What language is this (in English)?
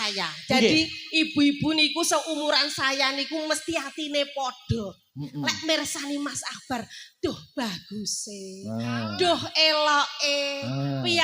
Javanese